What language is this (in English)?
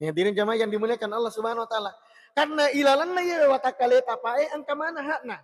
Buginese